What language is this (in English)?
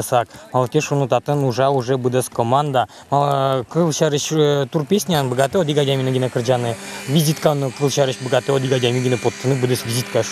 Udmurt